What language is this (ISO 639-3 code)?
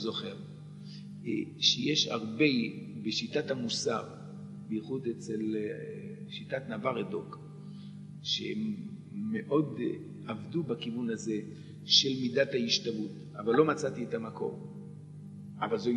heb